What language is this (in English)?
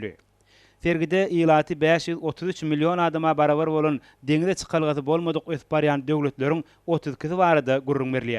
Turkmen